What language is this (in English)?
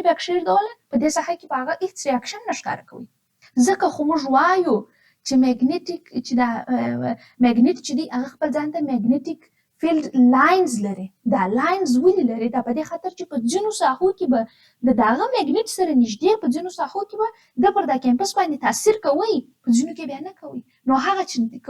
Pashto